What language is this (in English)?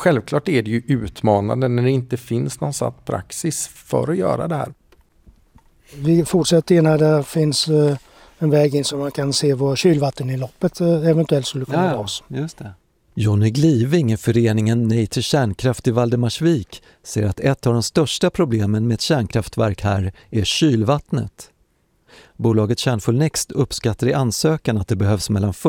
Swedish